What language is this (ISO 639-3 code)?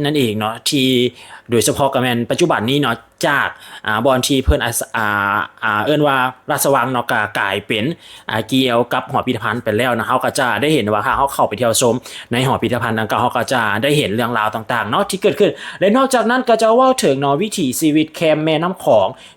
lao